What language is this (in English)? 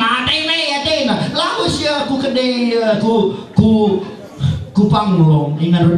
Batak Karo